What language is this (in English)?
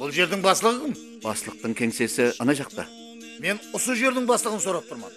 Kara-Kalpak